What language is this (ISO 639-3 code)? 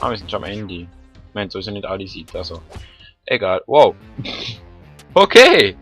gsw